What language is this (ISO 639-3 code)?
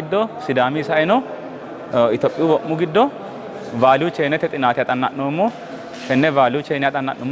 sid